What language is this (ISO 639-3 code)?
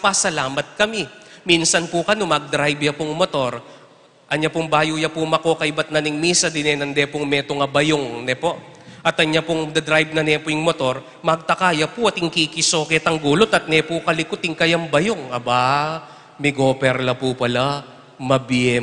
pam